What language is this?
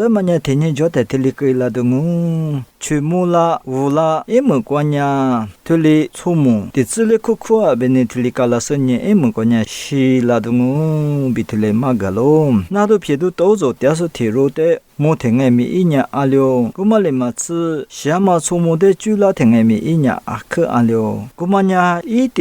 Lisu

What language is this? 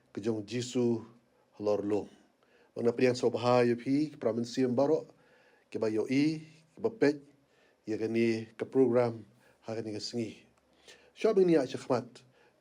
Khasi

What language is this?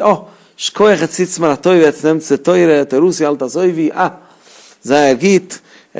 Yiddish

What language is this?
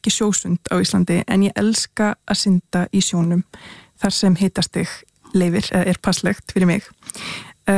Icelandic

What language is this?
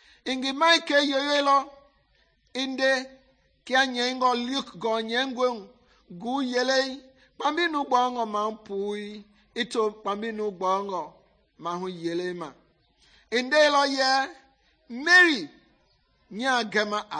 Mende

